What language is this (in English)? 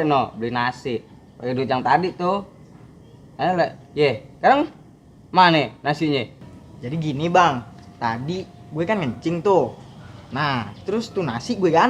Betawi